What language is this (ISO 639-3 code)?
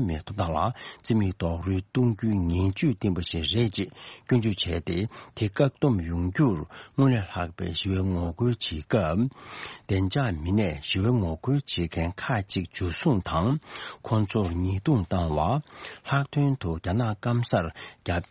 bod